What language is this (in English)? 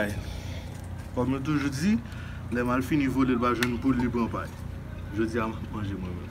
Haitian Creole